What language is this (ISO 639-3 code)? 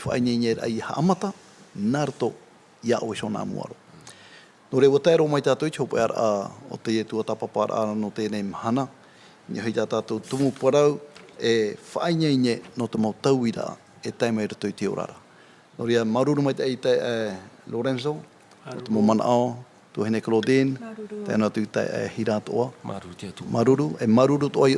tah